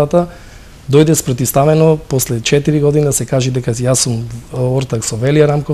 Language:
Macedonian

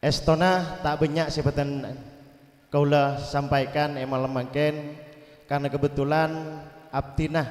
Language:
Madurese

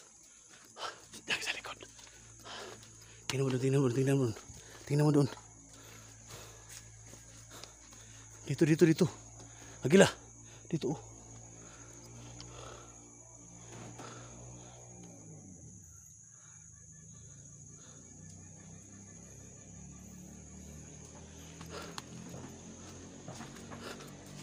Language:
Filipino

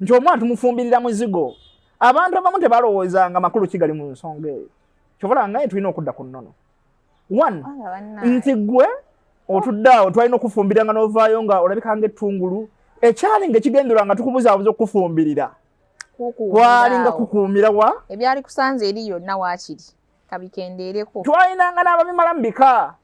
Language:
Ganda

